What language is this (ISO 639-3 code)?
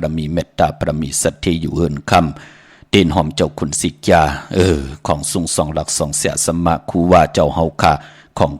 shn